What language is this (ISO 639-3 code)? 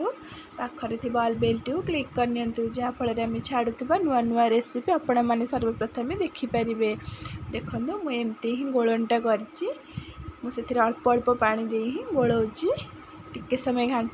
ori